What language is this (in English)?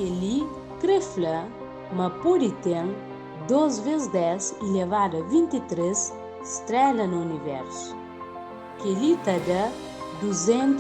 Kabuverdianu